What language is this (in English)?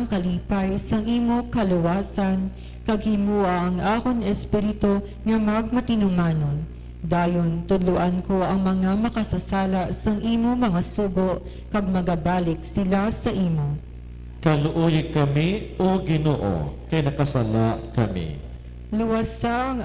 Hiligaynon